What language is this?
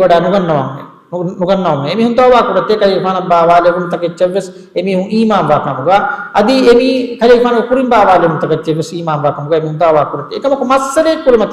Divehi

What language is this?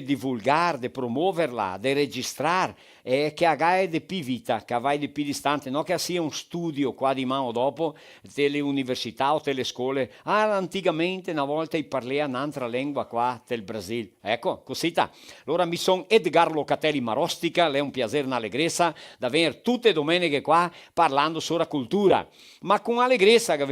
Venetian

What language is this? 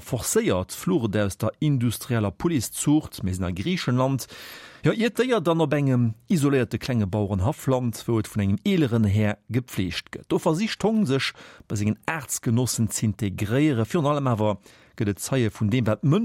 Luxembourgish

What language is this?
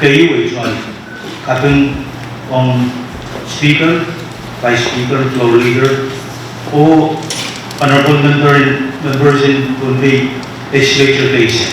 Pohnpeian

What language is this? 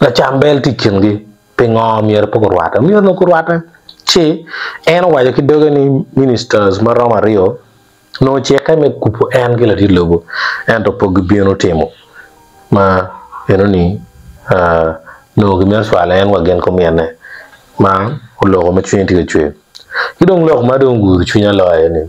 Acoli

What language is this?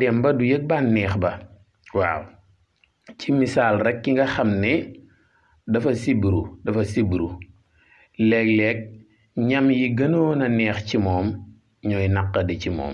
Wolof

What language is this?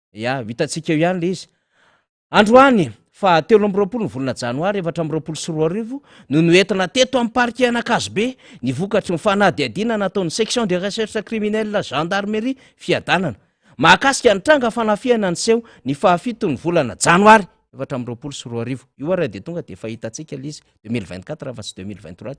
Malagasy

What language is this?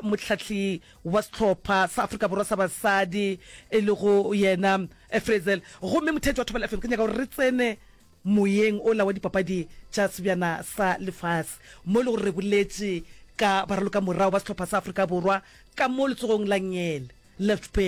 Northern Sotho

